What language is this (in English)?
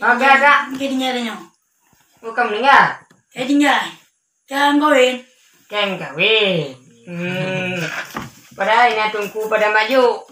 Achinese